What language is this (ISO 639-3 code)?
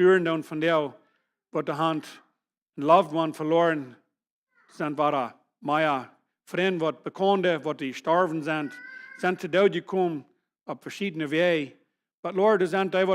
pdt